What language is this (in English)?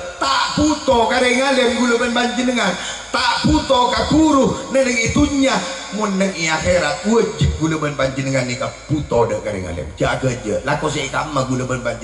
Madurese